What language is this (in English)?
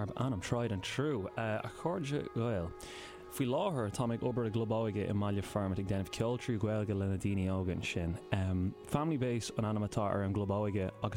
Irish